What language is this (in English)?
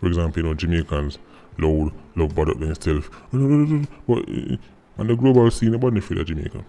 Jamaican Creole English